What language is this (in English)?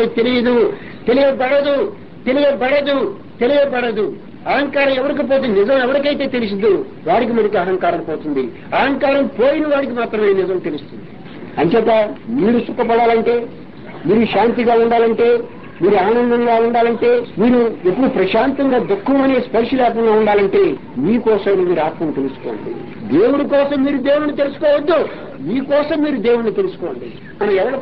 Telugu